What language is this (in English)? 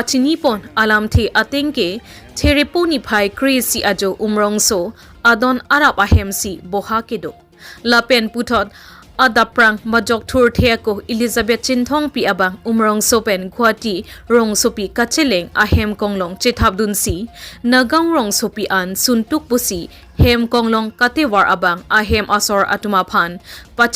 Karbi